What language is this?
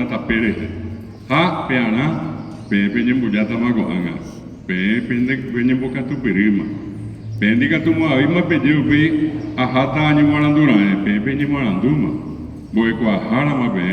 Guarani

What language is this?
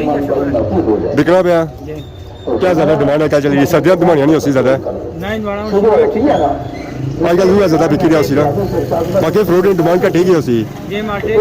Pahari-Potwari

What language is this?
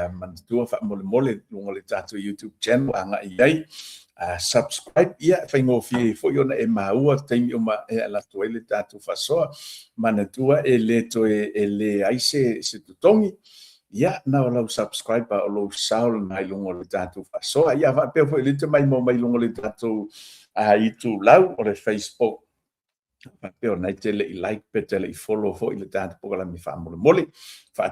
Samoan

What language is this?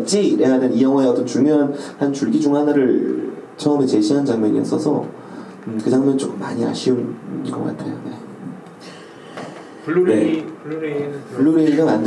Korean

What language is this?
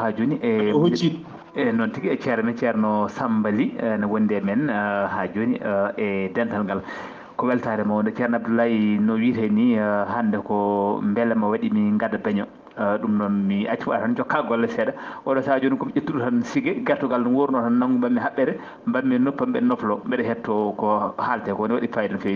Fula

